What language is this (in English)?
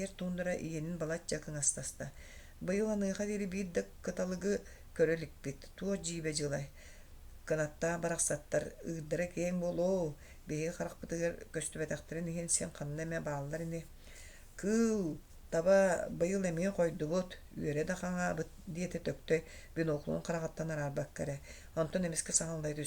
Yakut